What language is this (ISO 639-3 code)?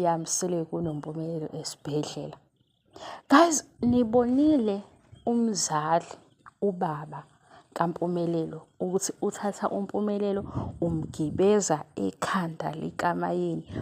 zul